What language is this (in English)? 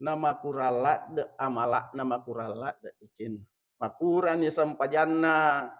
Buginese